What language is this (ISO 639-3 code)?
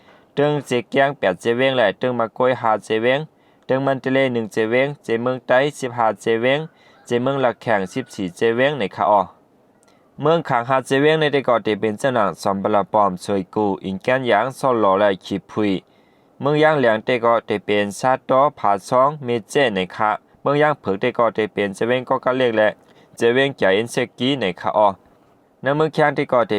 shn